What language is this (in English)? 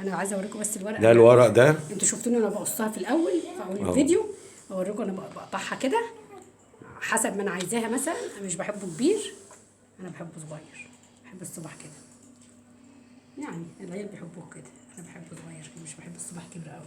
Egyptian Arabic